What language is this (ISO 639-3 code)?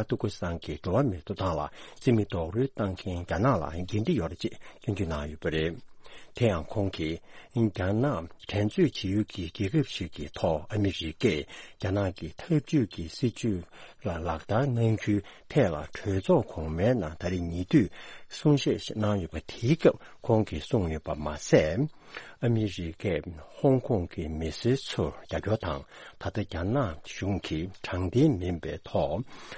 bod